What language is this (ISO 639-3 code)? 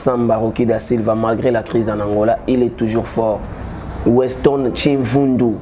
lin